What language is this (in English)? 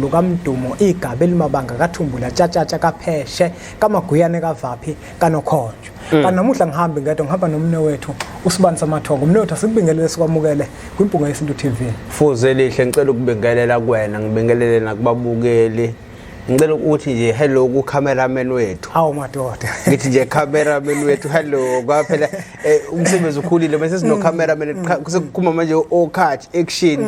Zulu